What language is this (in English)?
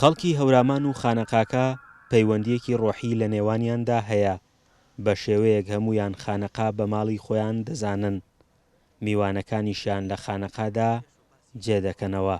Central Kurdish